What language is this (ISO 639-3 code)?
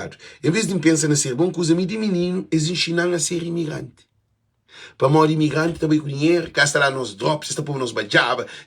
kea